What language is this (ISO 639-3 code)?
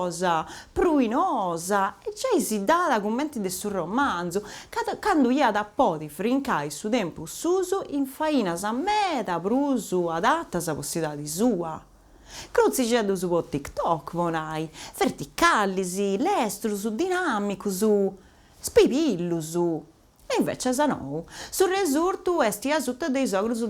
srd